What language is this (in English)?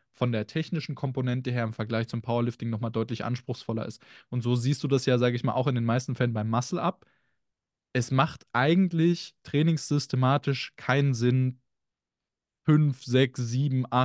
German